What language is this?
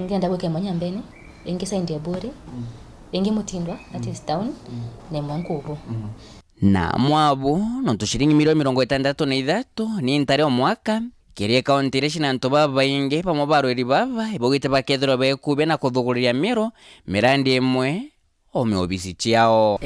Meru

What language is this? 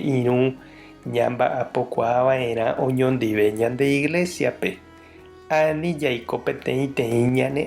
Guarani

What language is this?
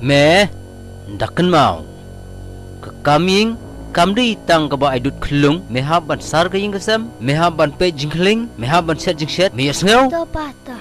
Khasi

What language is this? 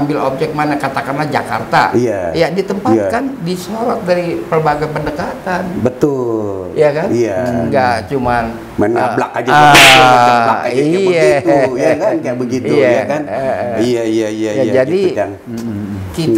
Betawi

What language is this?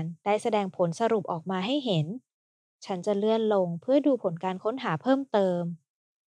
Thai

